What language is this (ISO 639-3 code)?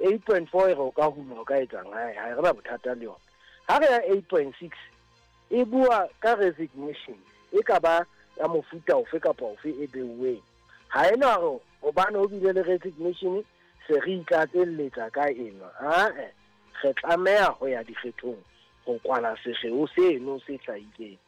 sot